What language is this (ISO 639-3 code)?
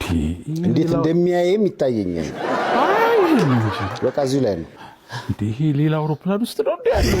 amh